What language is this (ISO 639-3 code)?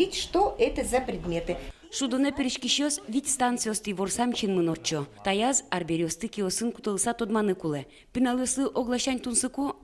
udm